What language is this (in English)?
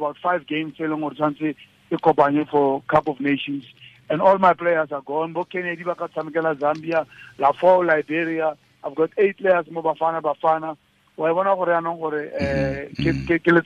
Tswana